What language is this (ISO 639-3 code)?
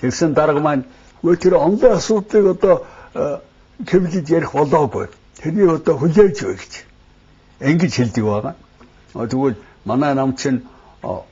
mon